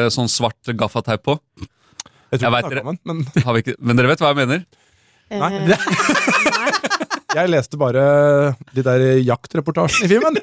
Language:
Norwegian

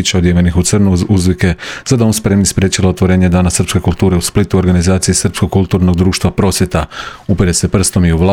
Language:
Croatian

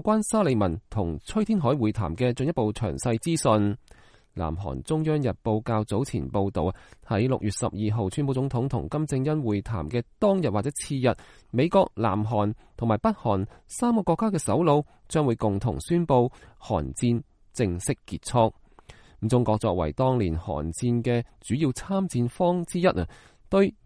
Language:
Cantonese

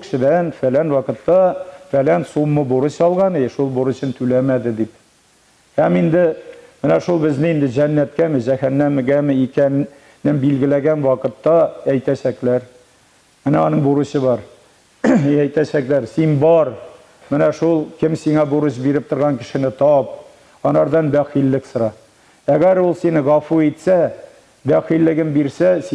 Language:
Tatar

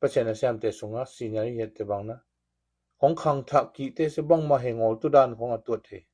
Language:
Tedim Chin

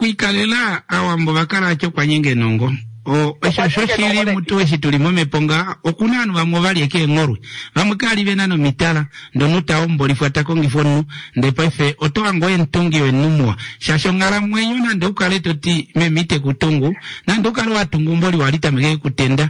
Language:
Kuanyama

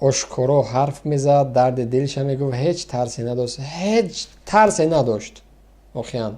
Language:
Tajik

